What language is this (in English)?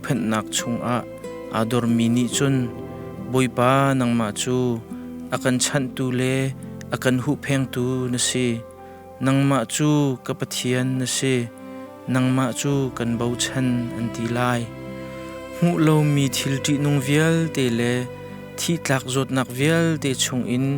Hakha Chin